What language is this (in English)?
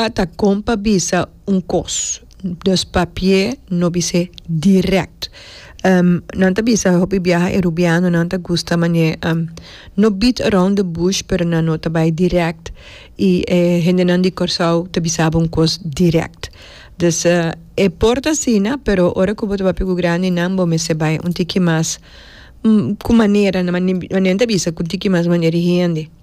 Papiamento